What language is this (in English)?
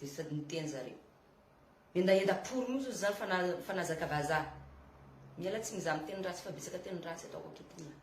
Malagasy